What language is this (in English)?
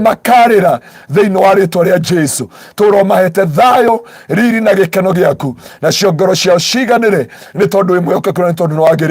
Kikuyu